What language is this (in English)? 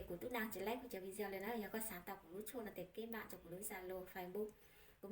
Hmong